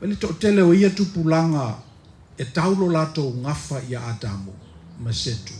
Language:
Samoan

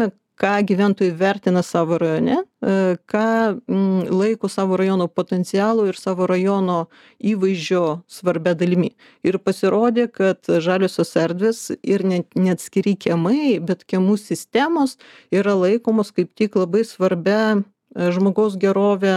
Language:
Lithuanian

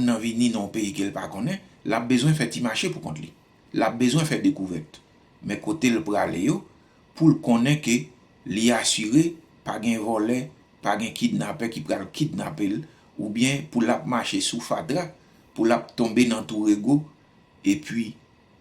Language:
Haitian Creole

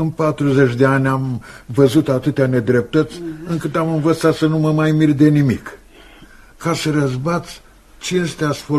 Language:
Romanian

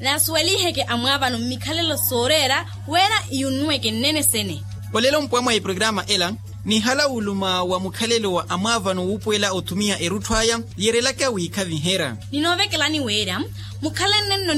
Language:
Makhuwa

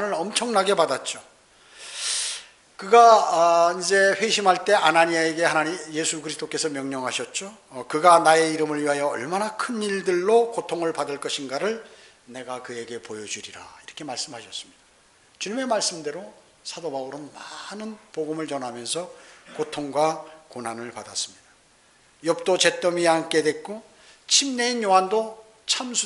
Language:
Korean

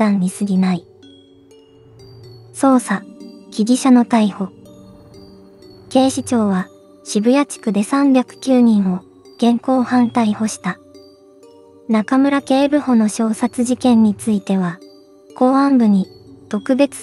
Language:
Japanese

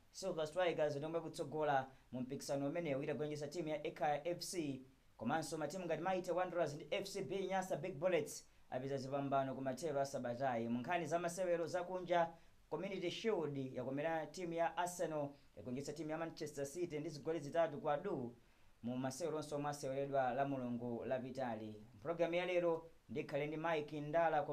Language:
Nyanja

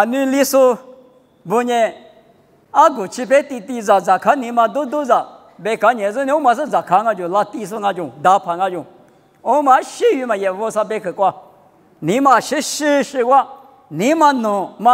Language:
Lisu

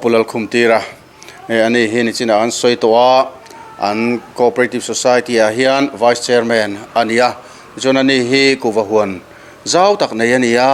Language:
Mizo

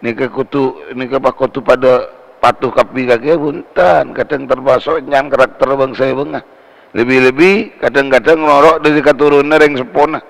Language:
Madurese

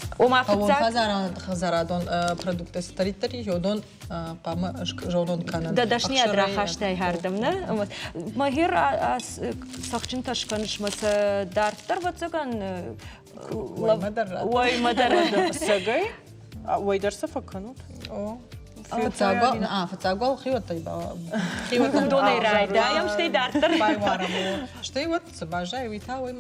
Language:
Ossetic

